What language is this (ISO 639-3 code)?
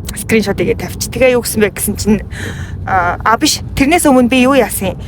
mon